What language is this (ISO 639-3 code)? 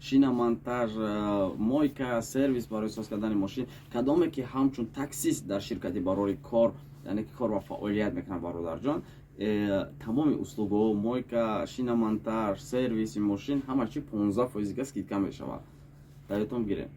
tgk